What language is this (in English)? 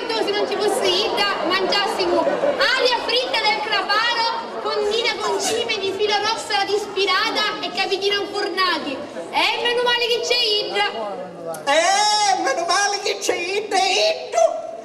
Sicilian